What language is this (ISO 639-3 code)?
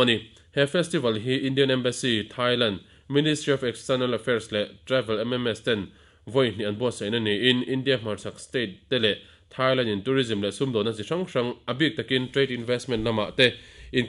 lus